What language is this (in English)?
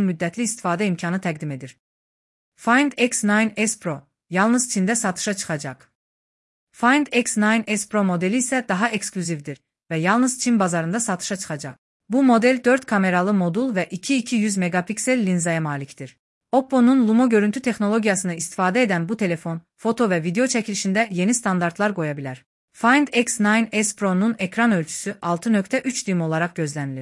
Azerbaijani